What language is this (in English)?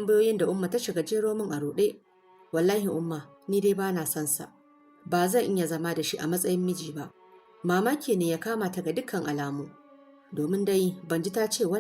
Hausa